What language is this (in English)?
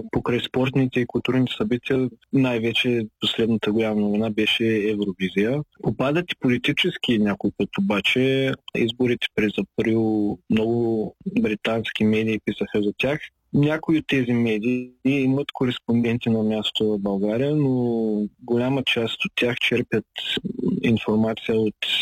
Bulgarian